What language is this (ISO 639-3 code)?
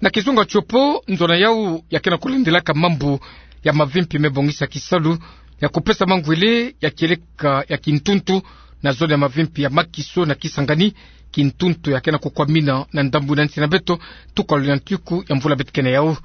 ktu